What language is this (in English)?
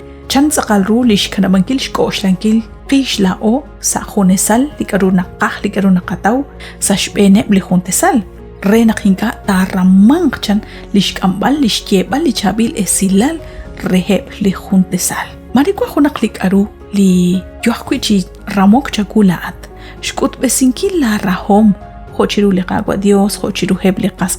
Kekchí